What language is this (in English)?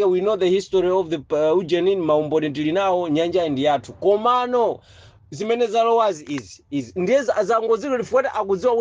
Nyanja